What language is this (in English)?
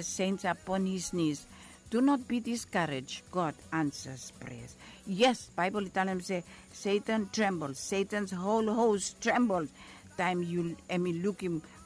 Bislama